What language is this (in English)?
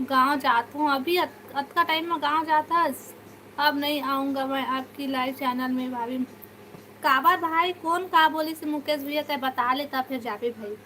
Chhattisgarhi